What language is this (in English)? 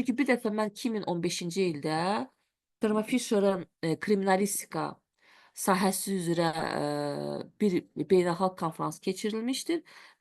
Azerbaijani